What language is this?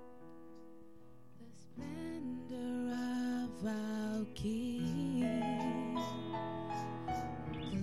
Afrikaans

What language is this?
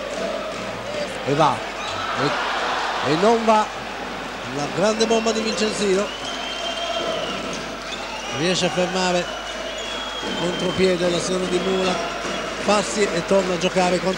Italian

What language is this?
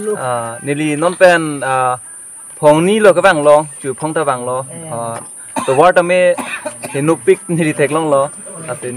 Karbi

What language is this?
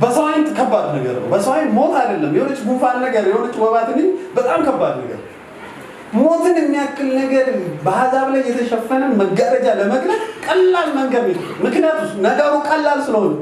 Amharic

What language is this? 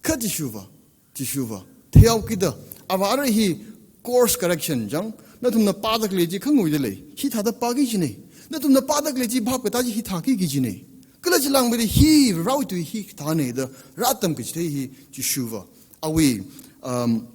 Tangkhul Naga (India)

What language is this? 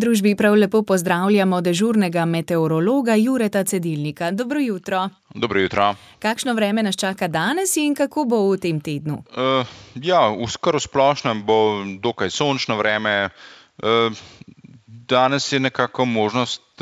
Slovenian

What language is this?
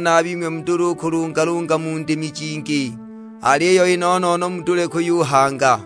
Sukuma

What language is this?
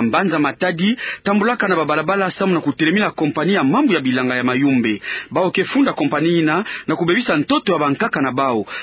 Kituba (Democratic Republic of Congo)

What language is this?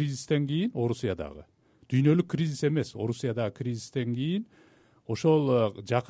Kyrgyz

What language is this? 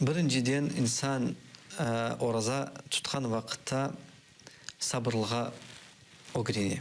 Crimean Tatar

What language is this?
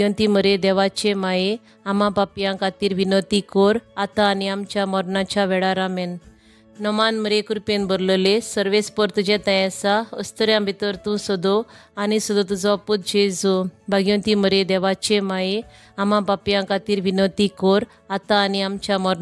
Konkani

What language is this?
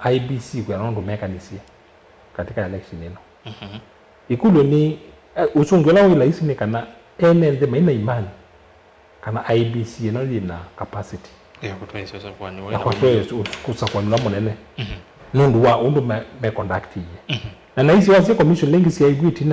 Kamba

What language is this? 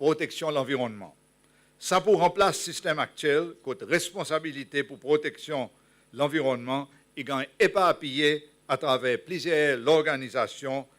Seselwa Creole French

